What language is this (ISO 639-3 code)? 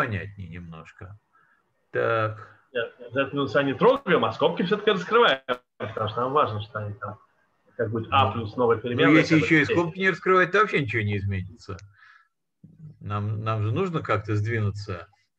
rus